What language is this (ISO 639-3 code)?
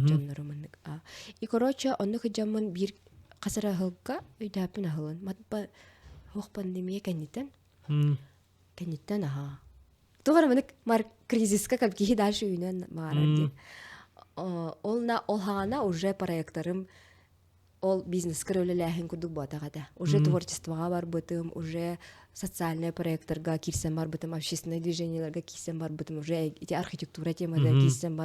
sah